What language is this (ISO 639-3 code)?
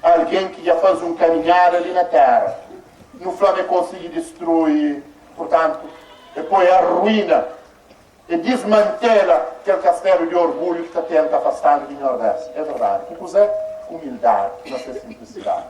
kea